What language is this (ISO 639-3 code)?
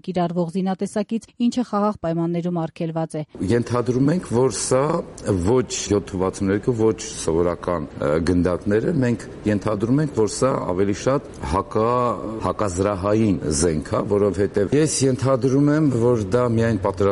hye